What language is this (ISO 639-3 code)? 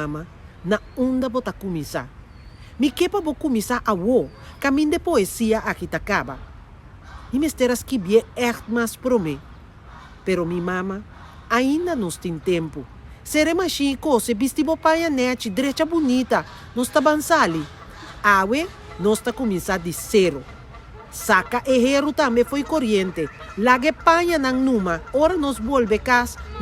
pap